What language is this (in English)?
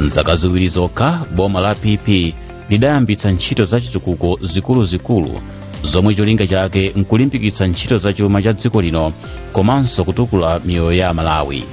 Nyanja